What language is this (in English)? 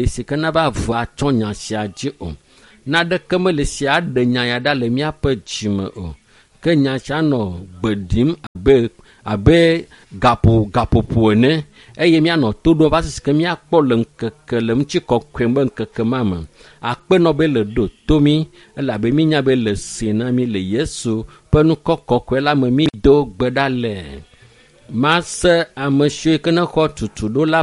Ewe